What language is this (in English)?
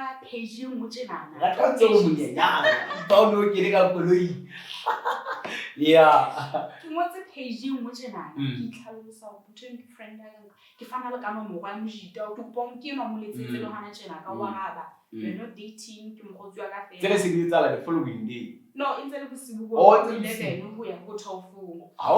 Southern Sotho